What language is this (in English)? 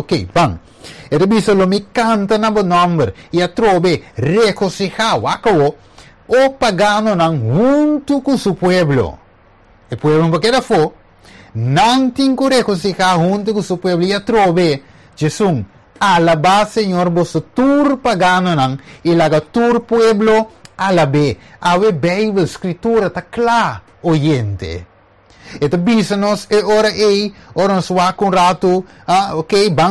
Papiamento